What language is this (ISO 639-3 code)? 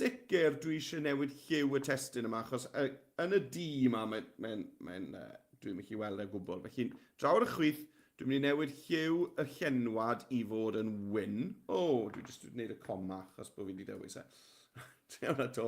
cym